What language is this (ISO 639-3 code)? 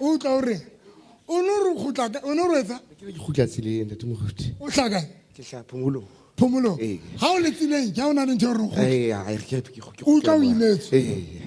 sot